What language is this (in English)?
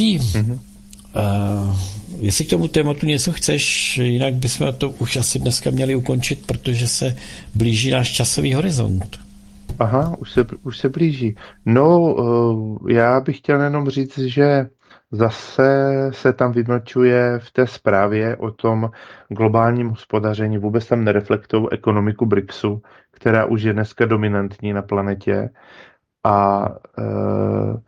Czech